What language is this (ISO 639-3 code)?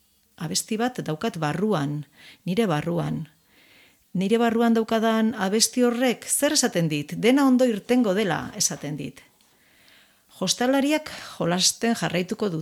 eus